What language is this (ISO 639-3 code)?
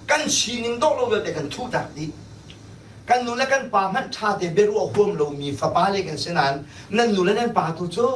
cnh